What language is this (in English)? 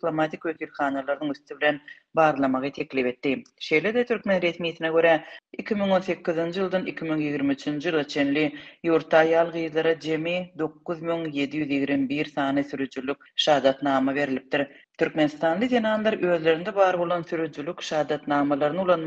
Turkmen